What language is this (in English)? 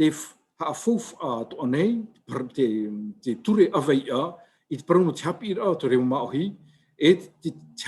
Tahitian